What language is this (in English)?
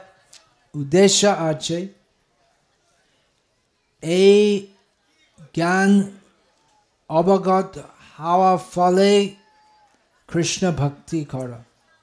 Bangla